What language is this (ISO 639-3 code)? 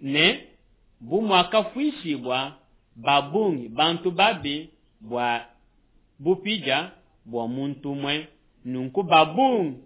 lua